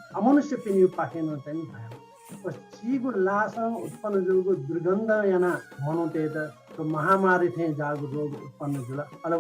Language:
Newari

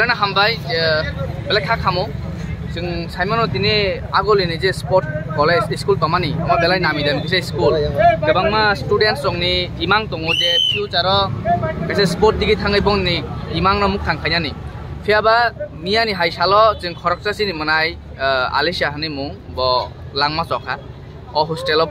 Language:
Kok Borok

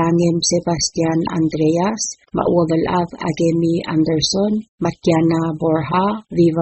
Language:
Palauan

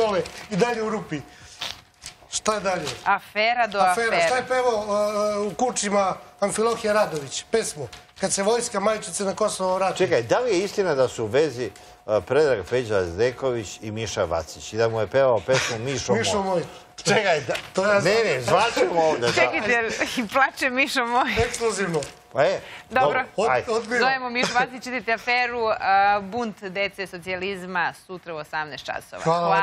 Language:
Serbian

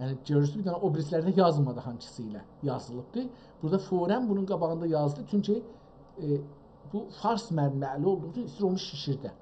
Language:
South Azerbaijani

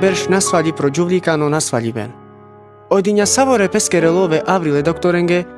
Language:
Carpathian Romani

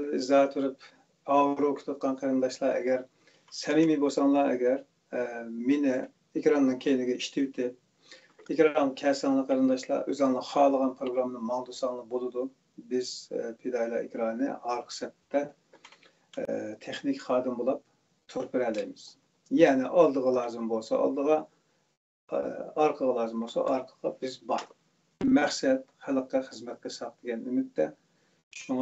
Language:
Uyghur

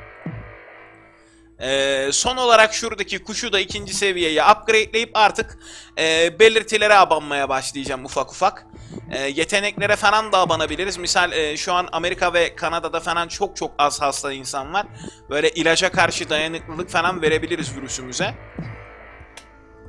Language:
Turkish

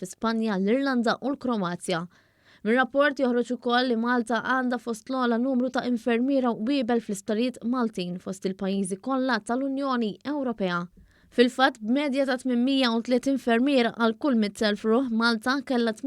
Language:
Maltese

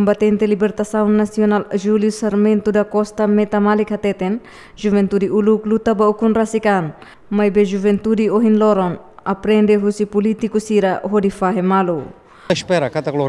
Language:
Tetum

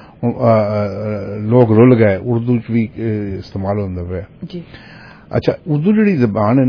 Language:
Punjabi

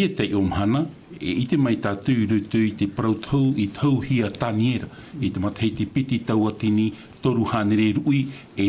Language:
Tahitian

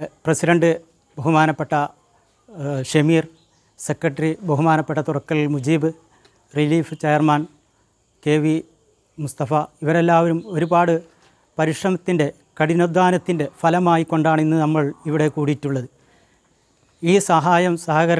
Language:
Malayalam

